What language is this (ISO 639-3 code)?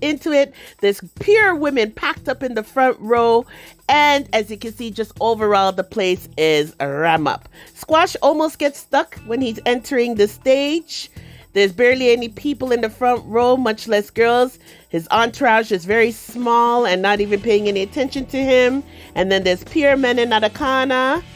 jam